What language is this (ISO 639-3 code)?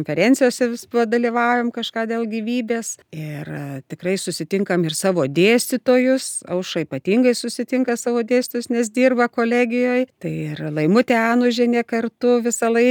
lit